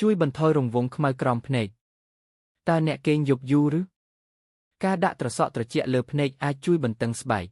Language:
Khmer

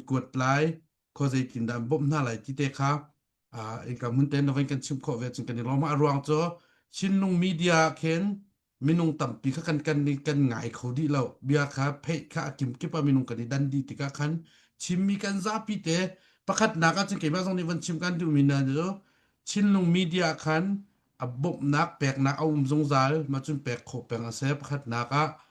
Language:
Hakha Chin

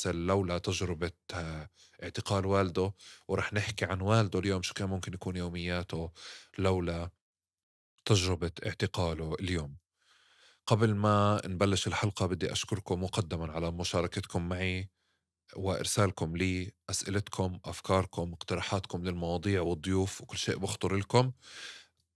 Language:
North Levantine Arabic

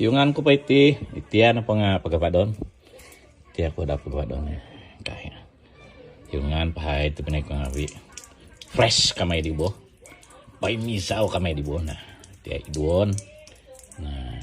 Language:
Central Dusun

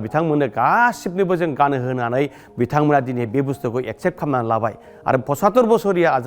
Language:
Bodo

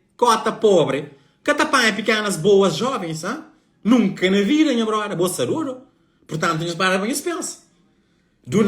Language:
Kabuverdianu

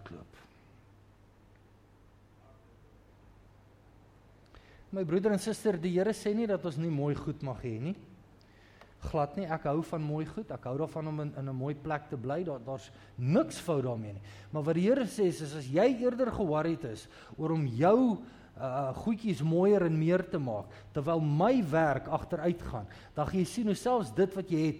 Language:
Afrikaans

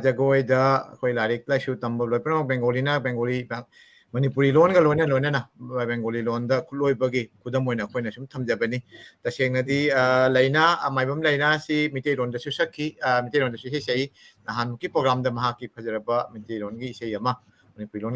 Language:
Manipuri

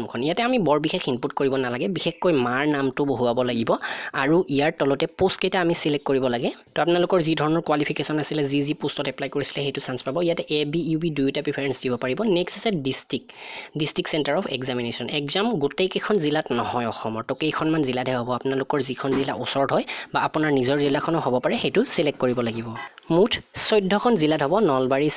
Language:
Assamese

